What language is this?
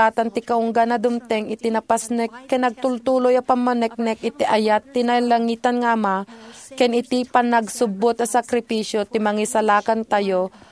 Iloko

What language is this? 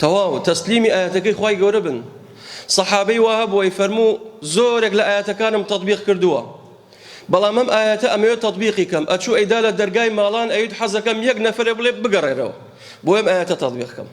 Central Kurdish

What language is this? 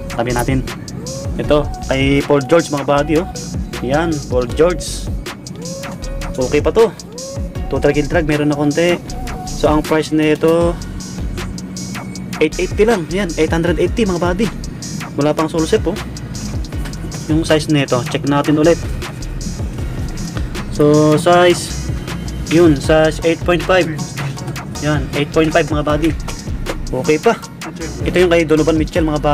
Filipino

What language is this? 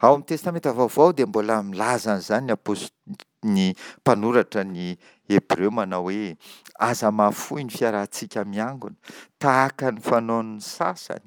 Malagasy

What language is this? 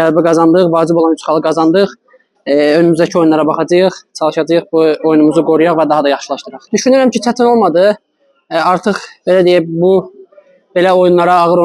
Azerbaijani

